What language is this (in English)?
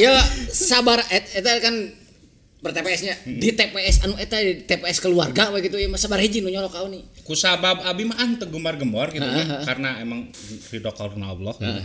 Sundanese